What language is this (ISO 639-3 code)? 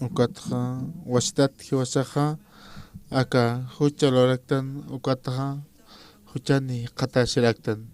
aym